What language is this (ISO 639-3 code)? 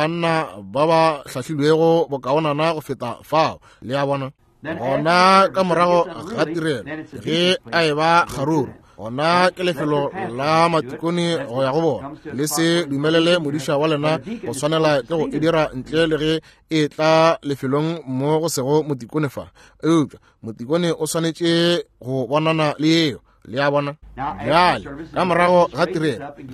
nso